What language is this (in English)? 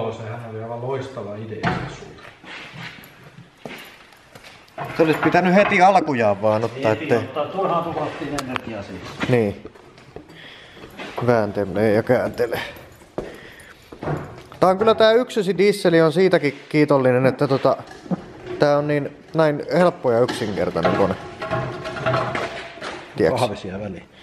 Finnish